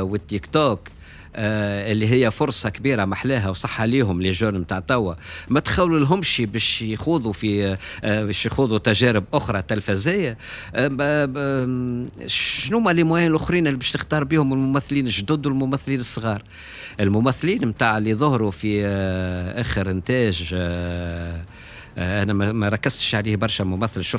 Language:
Tunisian Arabic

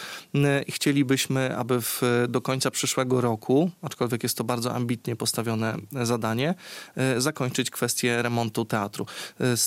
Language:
Polish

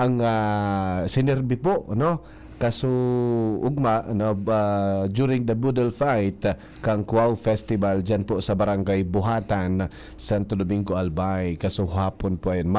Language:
Bikol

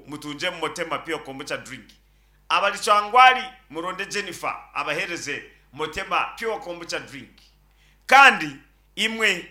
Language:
Nyankole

